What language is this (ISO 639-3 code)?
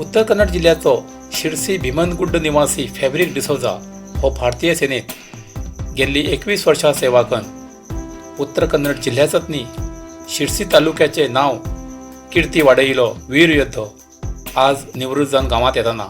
kok